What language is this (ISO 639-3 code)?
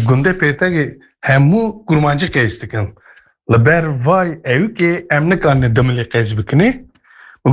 kur